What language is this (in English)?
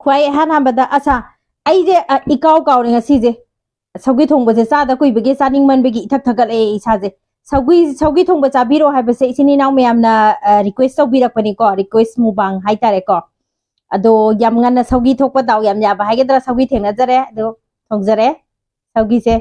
Manipuri